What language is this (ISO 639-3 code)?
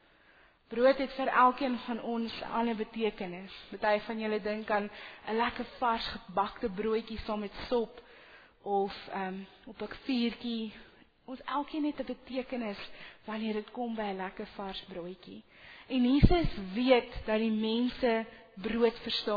afr